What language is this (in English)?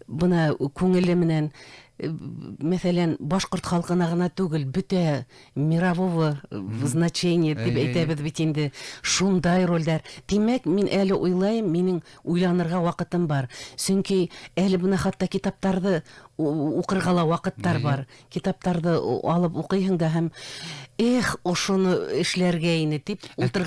Bashkir